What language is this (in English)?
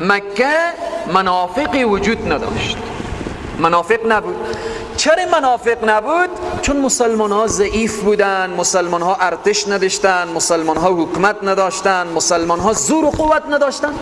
Persian